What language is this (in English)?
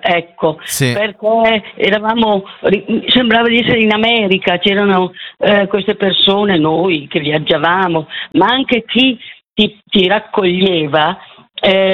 Italian